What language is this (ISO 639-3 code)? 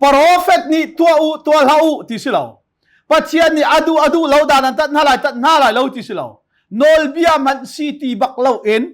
cnh